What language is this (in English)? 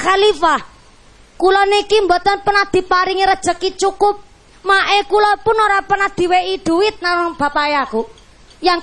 Javanese